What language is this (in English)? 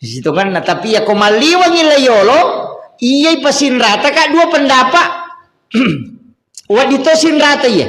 Buginese